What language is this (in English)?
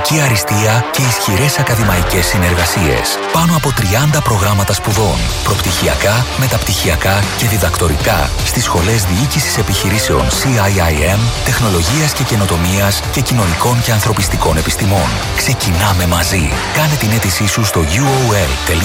Greek